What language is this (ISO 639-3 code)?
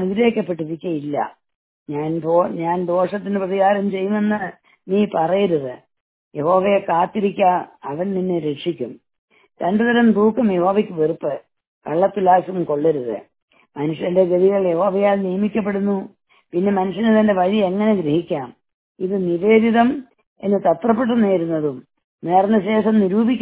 mal